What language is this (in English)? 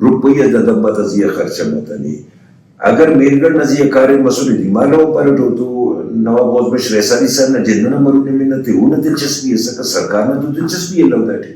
Brahui